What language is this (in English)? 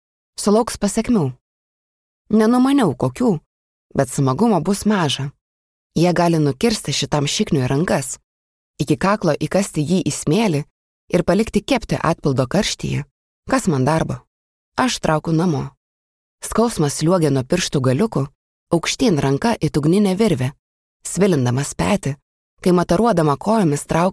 Lithuanian